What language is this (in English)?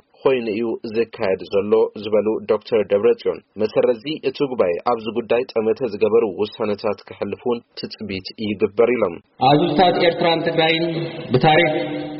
Tigrinya